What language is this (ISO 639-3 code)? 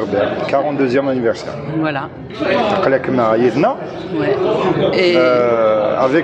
kab